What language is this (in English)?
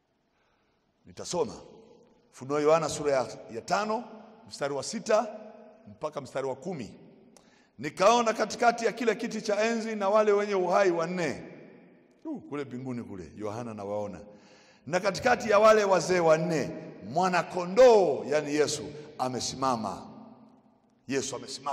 Swahili